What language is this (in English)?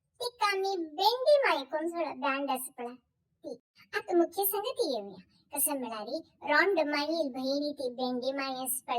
Konkani